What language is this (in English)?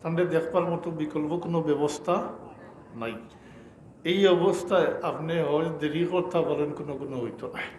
Sylheti